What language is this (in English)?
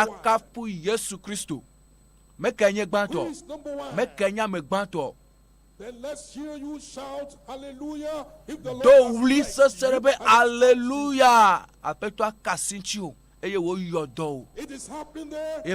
Ewe